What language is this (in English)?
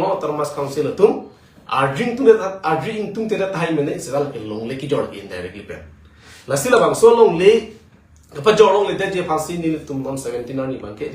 Karbi